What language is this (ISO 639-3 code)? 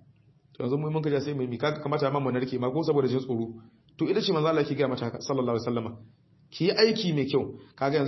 hau